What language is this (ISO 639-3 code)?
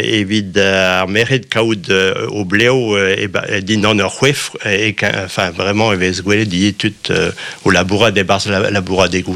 bre